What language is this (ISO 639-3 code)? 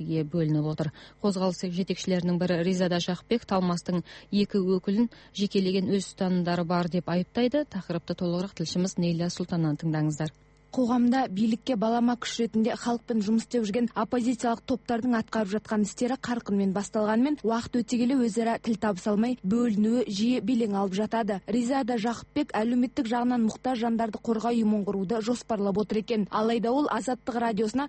kaz